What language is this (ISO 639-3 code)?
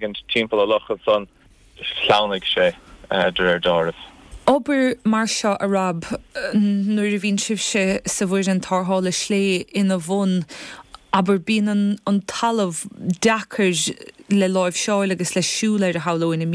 gle